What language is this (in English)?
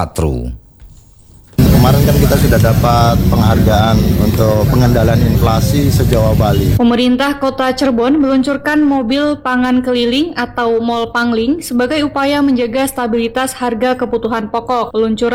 Indonesian